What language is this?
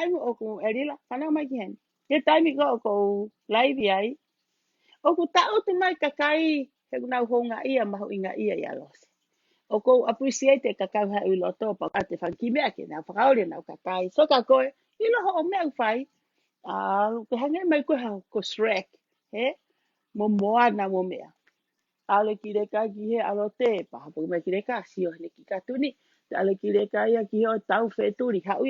Tongan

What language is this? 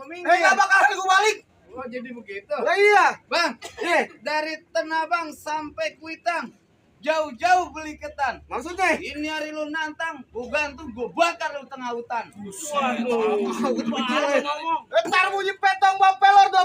Betawi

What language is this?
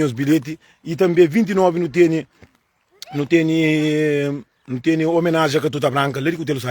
Kabuverdianu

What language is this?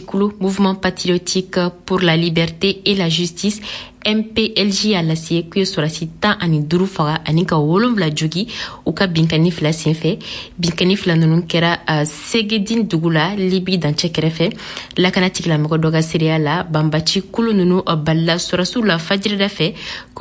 Bambara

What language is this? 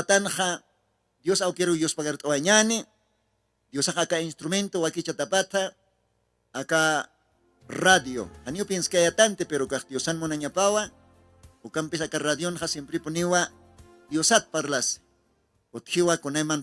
Aymara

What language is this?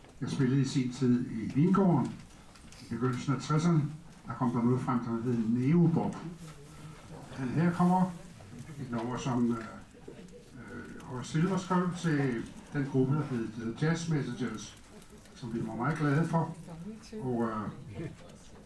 Danish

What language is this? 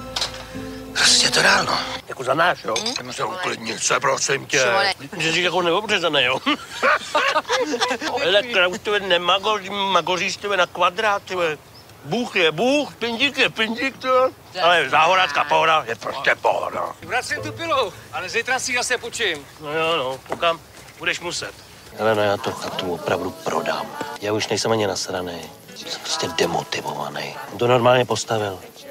Czech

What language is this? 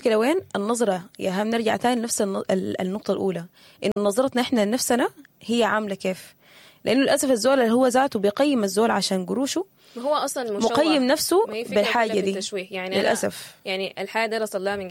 Sudanese Arabic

